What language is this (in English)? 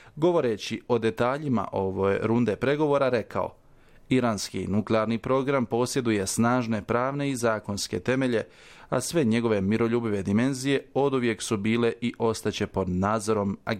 Bosnian